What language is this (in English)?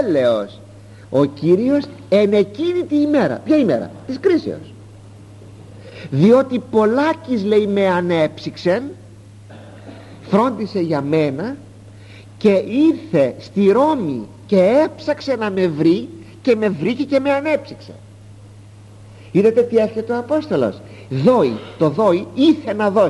Greek